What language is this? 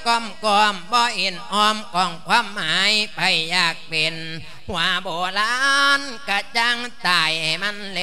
Lao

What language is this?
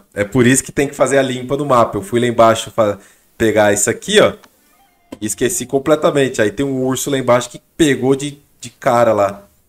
Portuguese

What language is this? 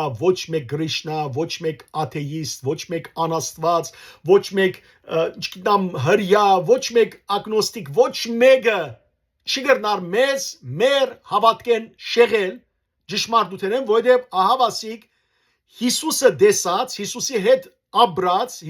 Western Armenian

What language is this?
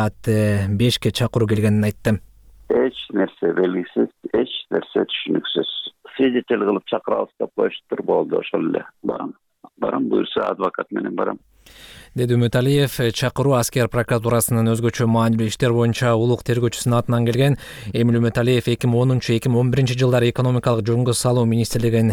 Kyrgyz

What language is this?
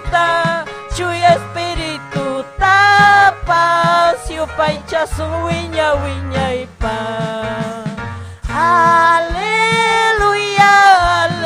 Ayacucho Quechua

